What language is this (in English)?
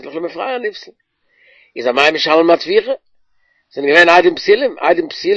Yiddish